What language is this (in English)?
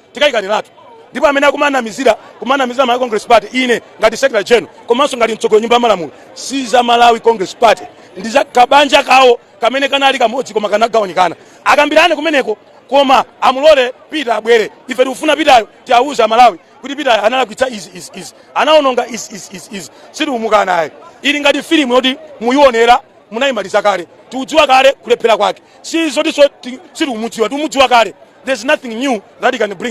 Nyanja